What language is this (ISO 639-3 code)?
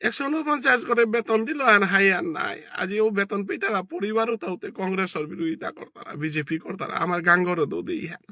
bpy